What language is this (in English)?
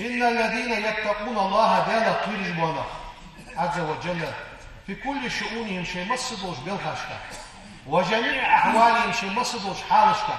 Ingush